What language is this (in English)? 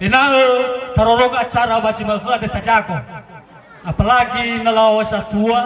Nias